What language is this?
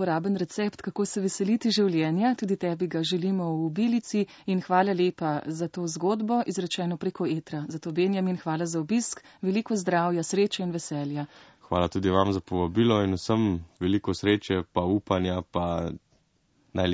Slovenian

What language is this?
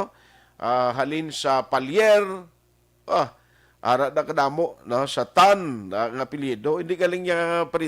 Hiligaynon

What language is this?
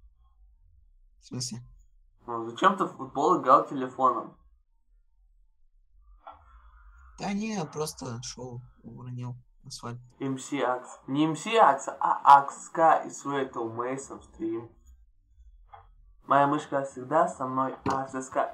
Russian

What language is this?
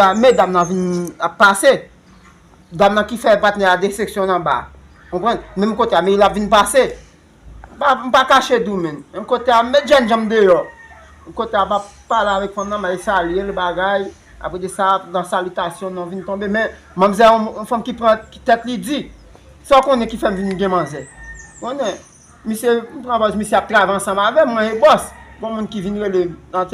Haitian Creole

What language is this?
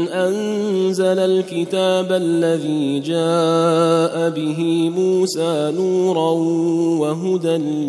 Arabic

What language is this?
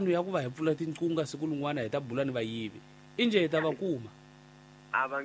Tsonga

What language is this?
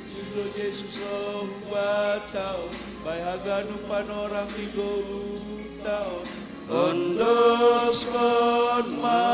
Batak Simalungun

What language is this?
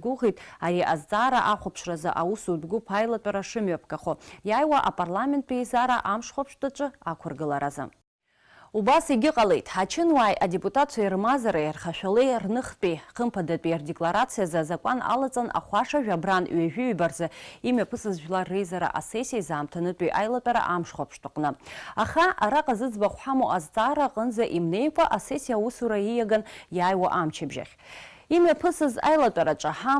Abkhazian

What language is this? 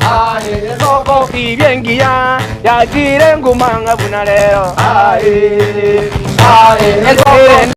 Gusii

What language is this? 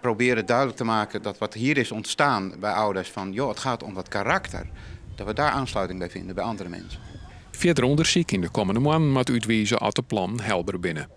Western Frisian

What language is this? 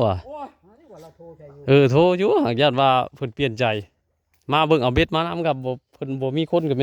Northeastern Thai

